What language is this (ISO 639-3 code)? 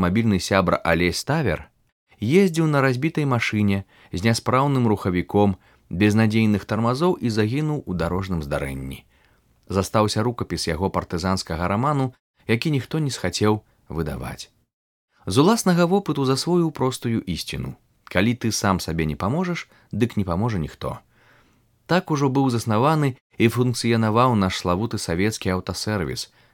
bel